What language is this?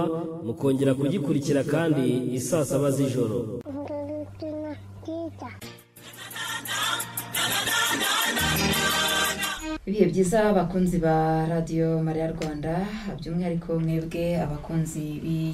Kinyarwanda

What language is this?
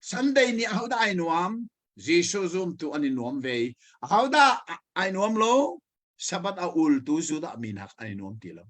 Hakha Chin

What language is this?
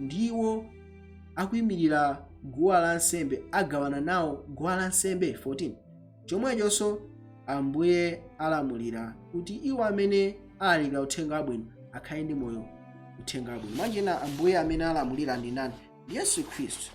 Nyanja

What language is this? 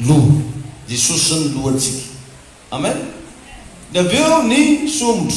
Malagasy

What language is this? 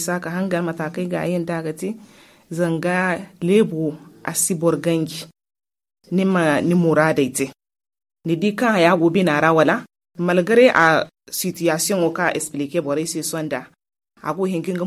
Zarma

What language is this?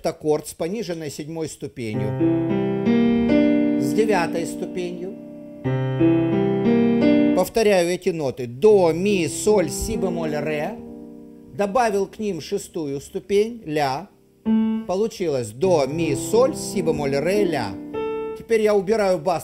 Russian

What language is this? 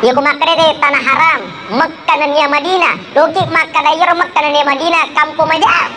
Buginese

